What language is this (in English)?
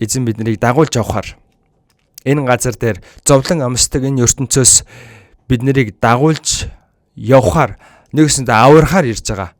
Mongolian